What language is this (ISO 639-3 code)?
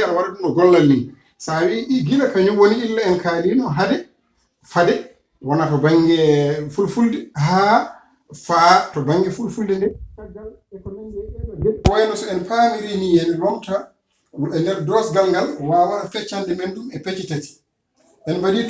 ful